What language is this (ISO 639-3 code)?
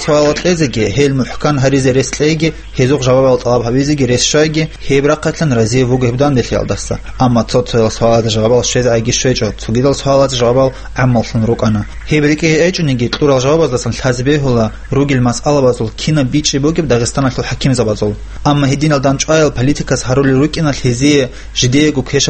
ava